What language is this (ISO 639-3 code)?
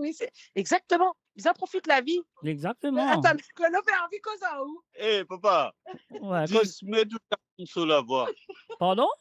mfe